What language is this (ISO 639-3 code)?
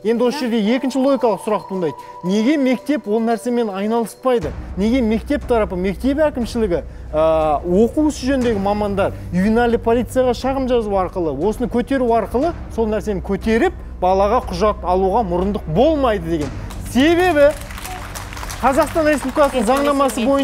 kaz